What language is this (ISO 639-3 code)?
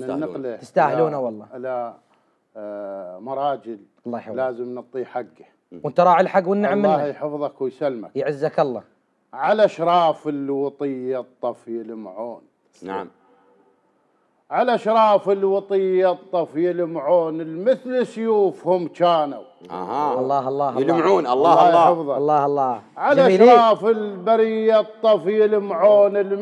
acm